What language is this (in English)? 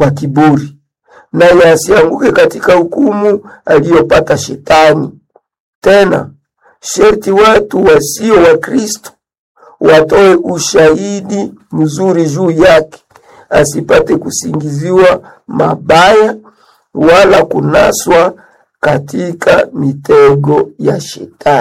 Swahili